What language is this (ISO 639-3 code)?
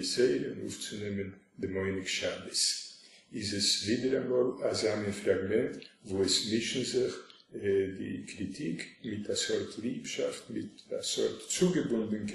yid